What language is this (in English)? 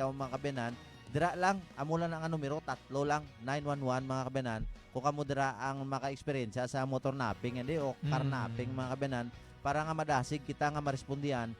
Hiligaynon